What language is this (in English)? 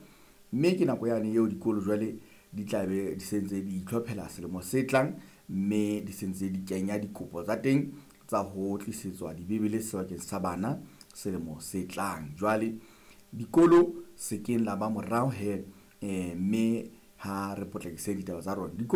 Southern Sotho